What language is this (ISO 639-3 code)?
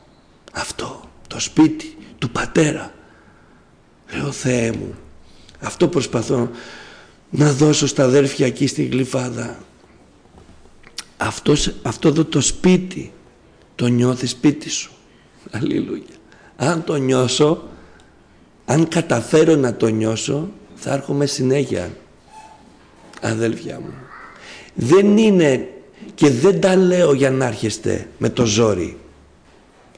ell